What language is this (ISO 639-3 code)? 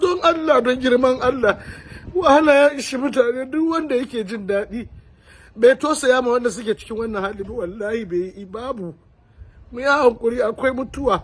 hau